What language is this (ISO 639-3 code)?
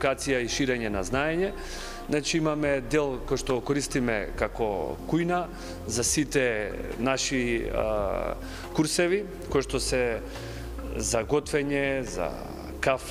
mkd